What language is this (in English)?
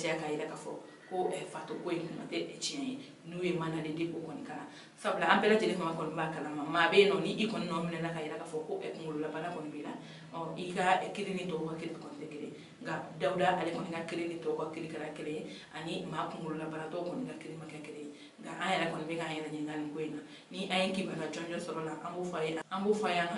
Bambara